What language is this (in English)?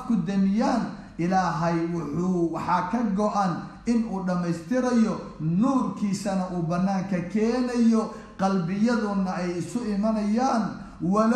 Somali